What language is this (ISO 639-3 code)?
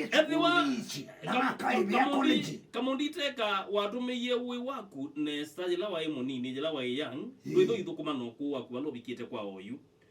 kam